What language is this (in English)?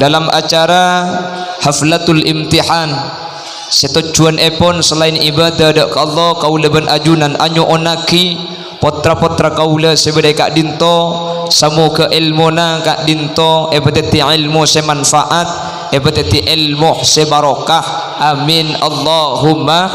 Madurese